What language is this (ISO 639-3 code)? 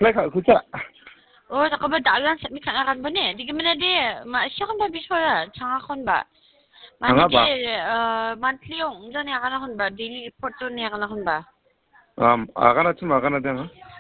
kha